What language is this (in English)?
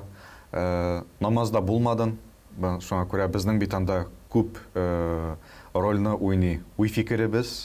Tatar